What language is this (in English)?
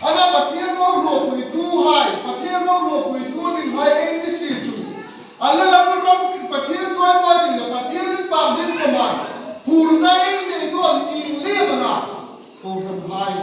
Hmar